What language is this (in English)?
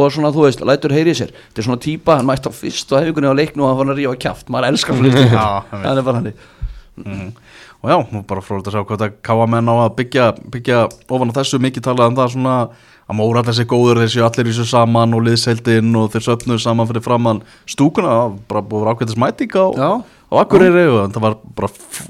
Icelandic